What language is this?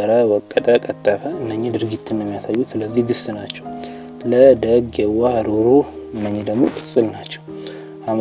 Amharic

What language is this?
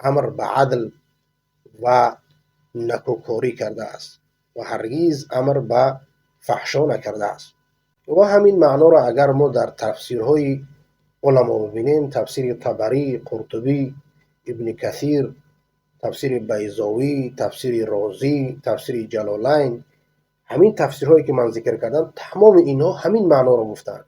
Persian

